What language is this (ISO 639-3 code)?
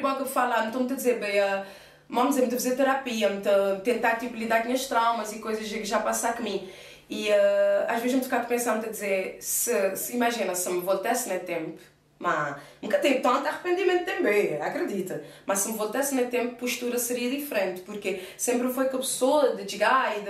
kea